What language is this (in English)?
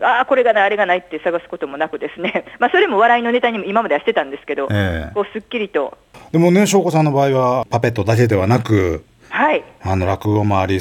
Japanese